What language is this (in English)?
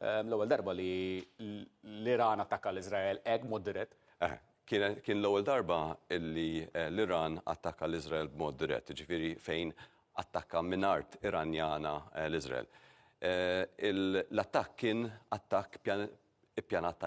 Maltese